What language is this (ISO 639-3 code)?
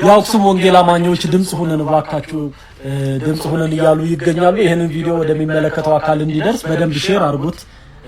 amh